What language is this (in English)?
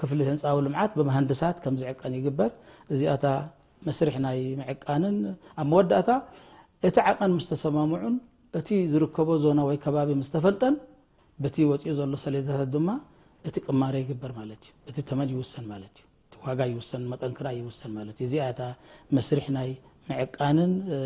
Tigrinya